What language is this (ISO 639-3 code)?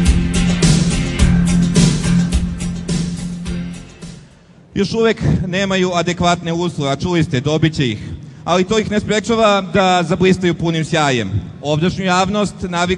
srp